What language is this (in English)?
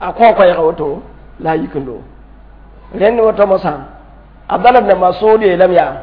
Mossi